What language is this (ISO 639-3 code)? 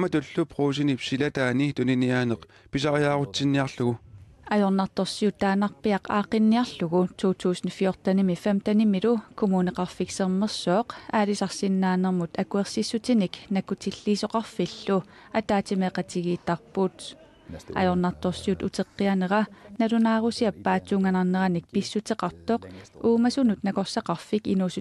kal